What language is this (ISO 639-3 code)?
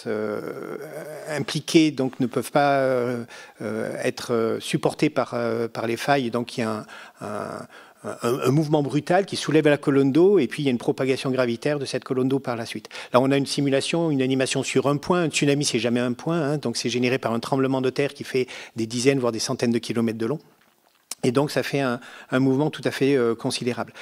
fra